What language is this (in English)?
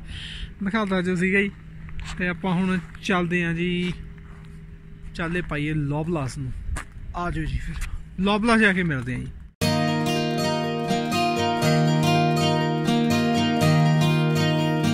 Punjabi